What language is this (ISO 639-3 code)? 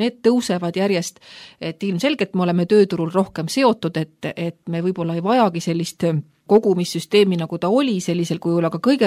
est